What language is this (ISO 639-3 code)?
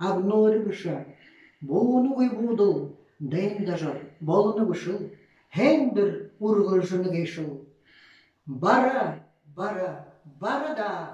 bua